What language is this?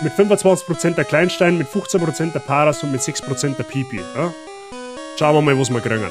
Bavarian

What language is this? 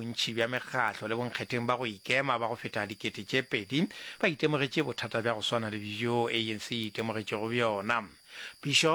Northern Sotho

